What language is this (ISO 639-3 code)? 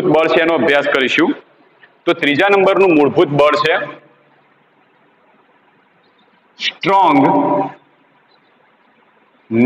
guj